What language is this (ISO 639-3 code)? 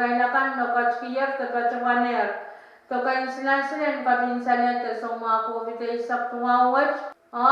pon